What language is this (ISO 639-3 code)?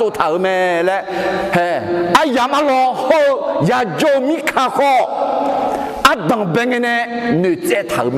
ahk